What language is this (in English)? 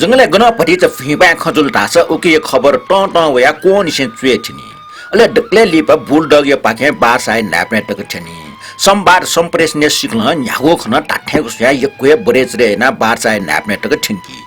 Newari